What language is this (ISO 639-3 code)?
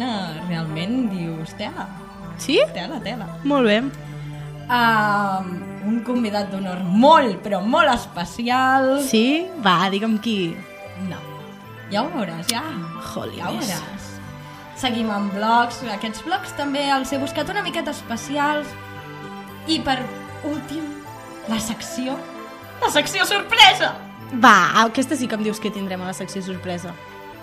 cat